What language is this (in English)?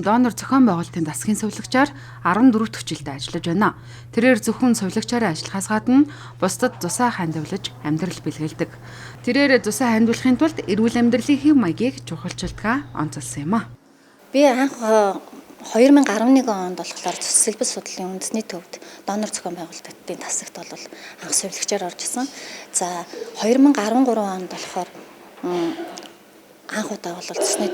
Mongolian